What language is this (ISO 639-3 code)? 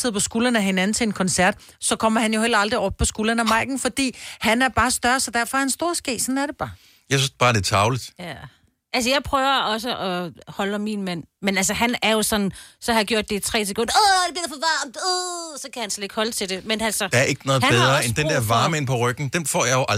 dan